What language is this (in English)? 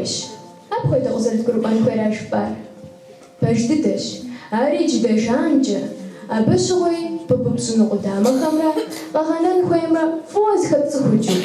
Kabardian